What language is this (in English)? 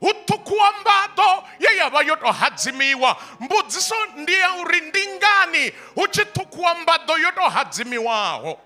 Venda